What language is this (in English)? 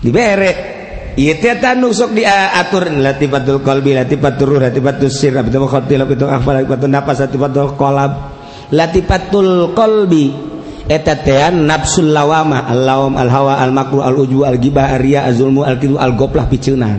Sundanese